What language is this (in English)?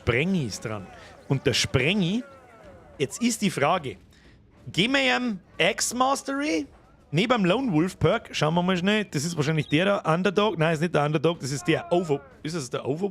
Bavarian